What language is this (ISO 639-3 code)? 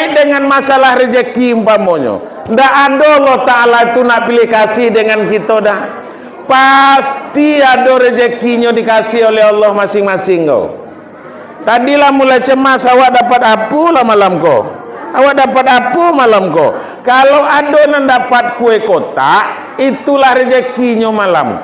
min